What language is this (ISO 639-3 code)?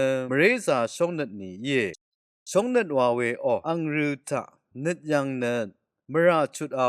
raw